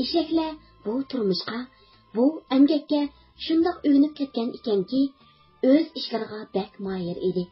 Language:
Uyghur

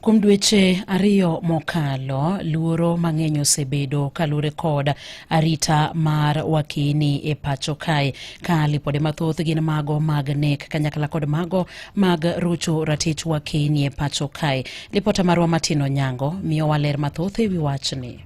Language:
Luo (Kenya and Tanzania)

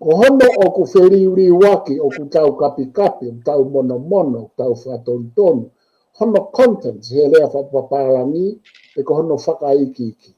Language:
Tongan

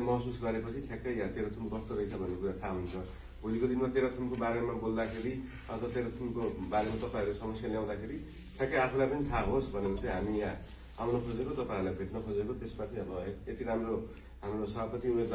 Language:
Nepali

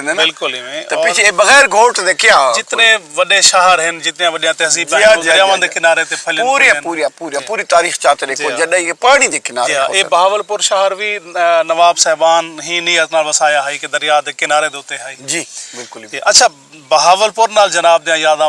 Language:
Saraiki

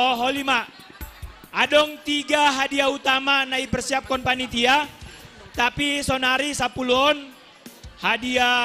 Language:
Batak Simalungun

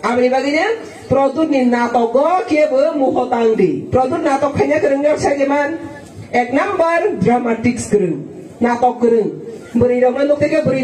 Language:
Riang (India)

